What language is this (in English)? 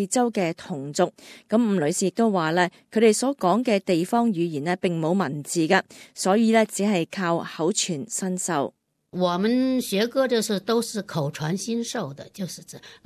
Cantonese